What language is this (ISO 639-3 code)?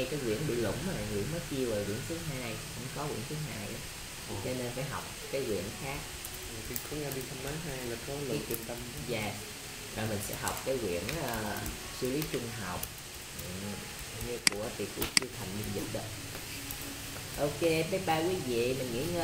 vie